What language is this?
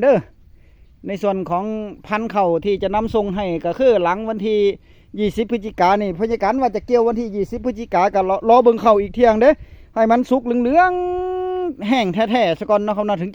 Northeastern Thai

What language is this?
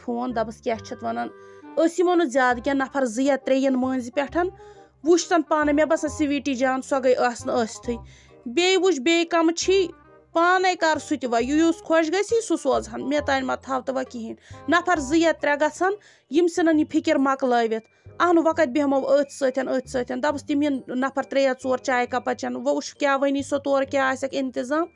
Kashmiri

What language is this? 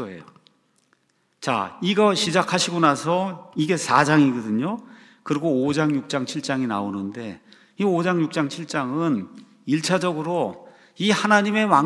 Korean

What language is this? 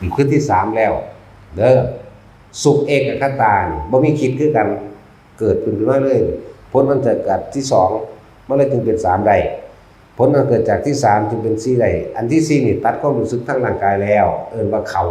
Northeastern Thai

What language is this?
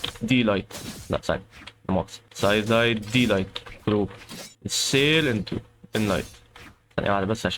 Egyptian Arabic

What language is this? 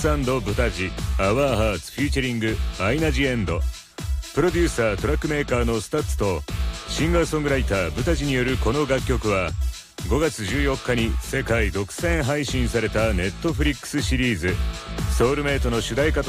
Japanese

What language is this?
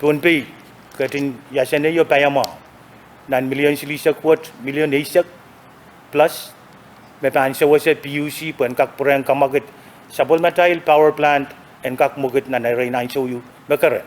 Pohnpeian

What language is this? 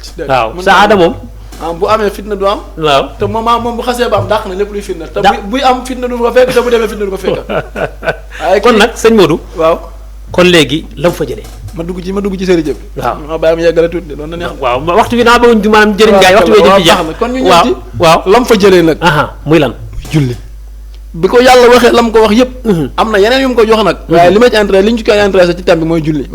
Wolof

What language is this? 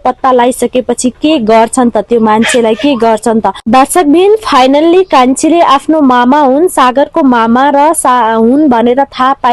Nepali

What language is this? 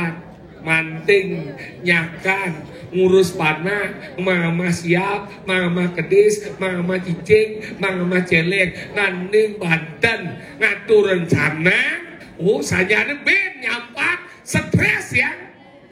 Balinese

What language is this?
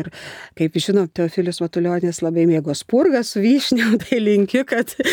Lithuanian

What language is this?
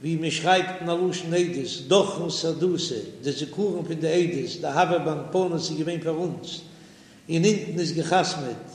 Yiddish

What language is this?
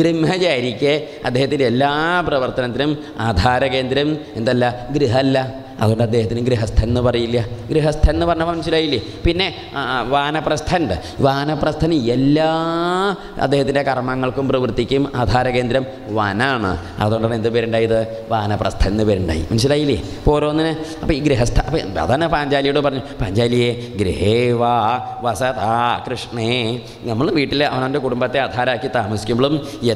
Malayalam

